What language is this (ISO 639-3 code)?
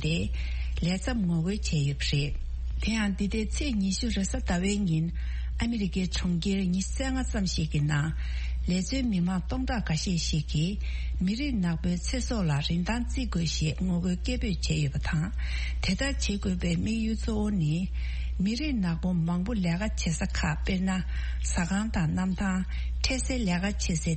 bod